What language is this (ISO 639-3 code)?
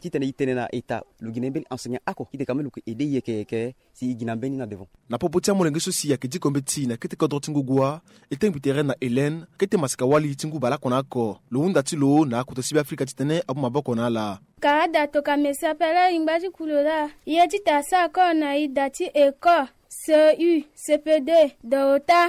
sag